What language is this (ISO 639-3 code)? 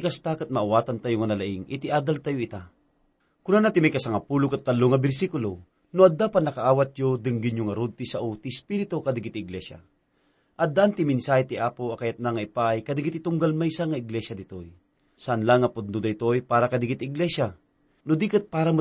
ilo